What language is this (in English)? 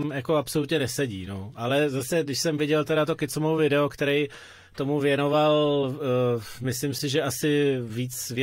Czech